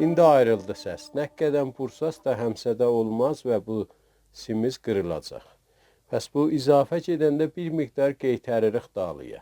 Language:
South Azerbaijani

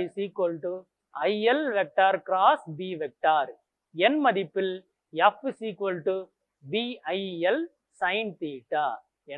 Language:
Tamil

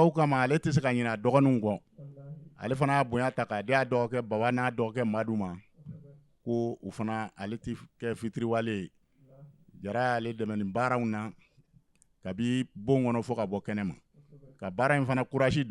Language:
Bambara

